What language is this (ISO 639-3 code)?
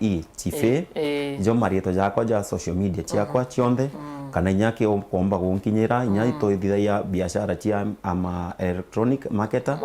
mer